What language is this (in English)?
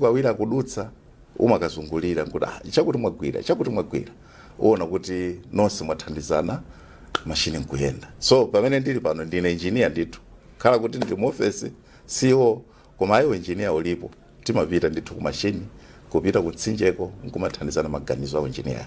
Nyanja